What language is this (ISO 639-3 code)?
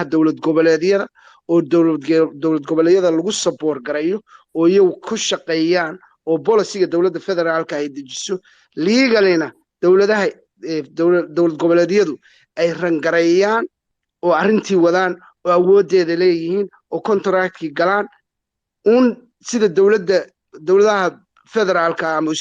som